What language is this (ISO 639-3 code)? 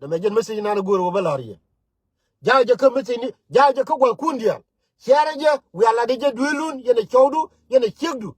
nus